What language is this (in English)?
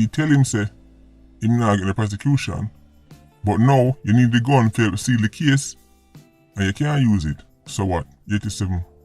Jamaican Creole English